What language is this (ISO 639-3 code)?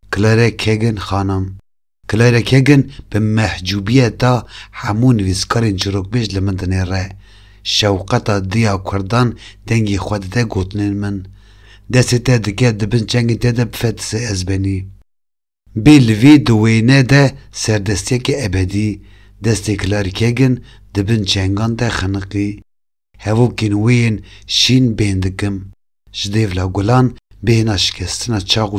kur